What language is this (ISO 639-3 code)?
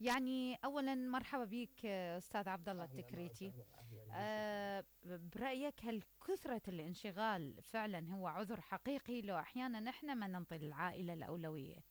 acm